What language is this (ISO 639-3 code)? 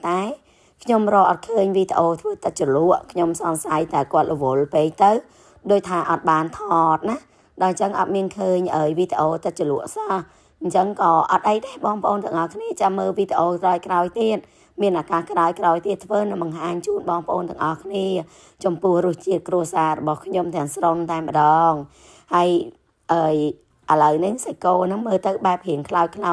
khm